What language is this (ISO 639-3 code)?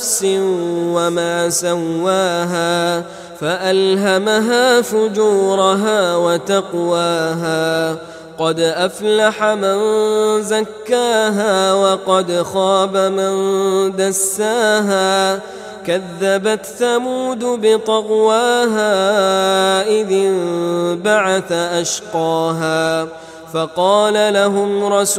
ara